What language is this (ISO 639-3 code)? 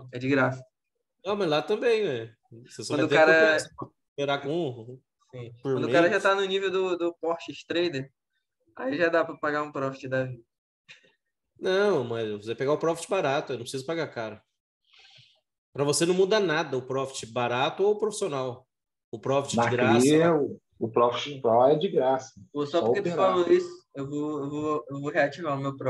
por